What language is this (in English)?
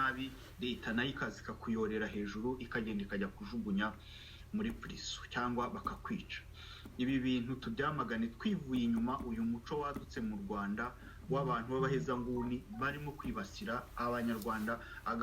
Kinyarwanda